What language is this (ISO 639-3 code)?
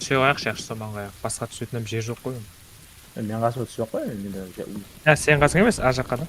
kaa